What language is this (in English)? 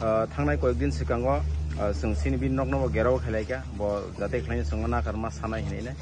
Kok Borok